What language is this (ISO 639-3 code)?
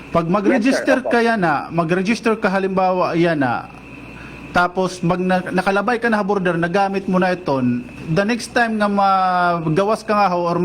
war